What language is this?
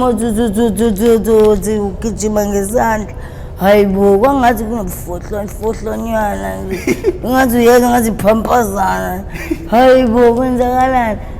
Zulu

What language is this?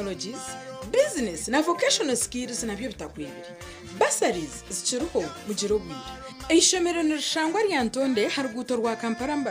Nyankole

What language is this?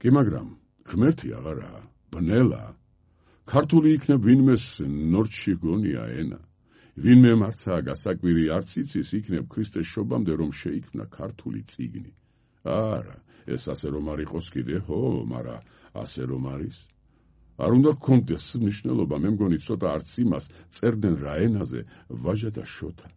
Georgian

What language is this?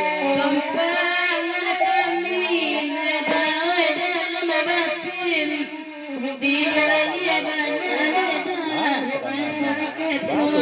Minangkabau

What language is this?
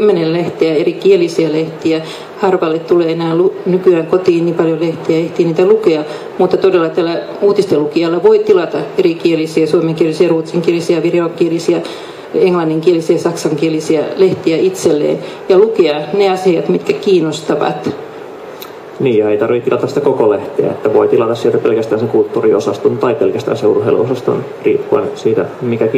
Finnish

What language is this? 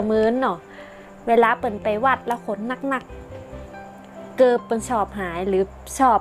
Northern Thai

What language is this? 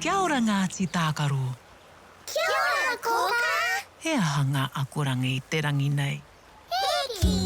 Māori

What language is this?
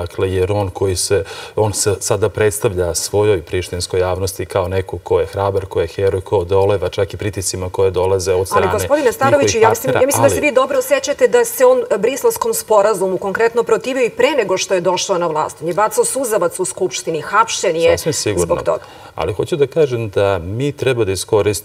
Serbian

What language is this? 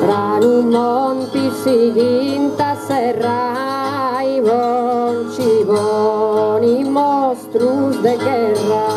Sardinian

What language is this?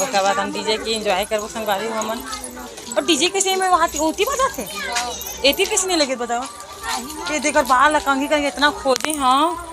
Chhattisgarhi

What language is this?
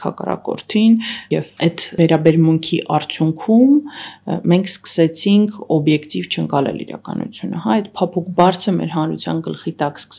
Armenian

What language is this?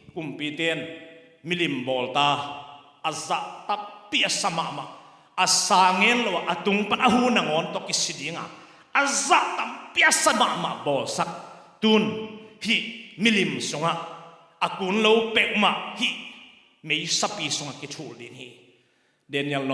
Tedim Chin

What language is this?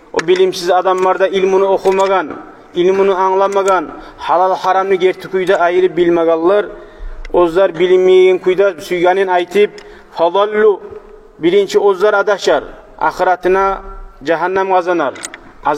Kumyk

